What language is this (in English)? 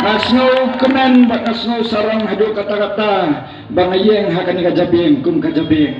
Khasi